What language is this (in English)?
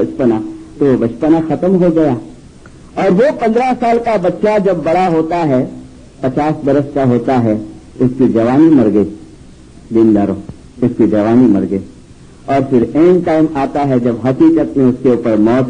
Urdu